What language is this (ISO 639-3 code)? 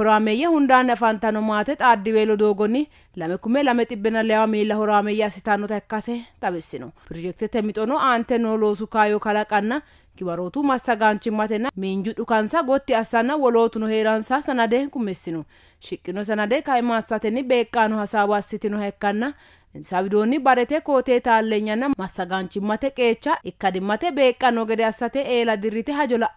sid